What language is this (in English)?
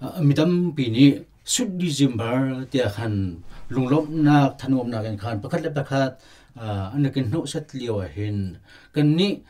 Hakha Chin